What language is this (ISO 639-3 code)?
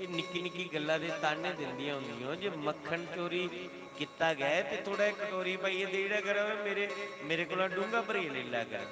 doi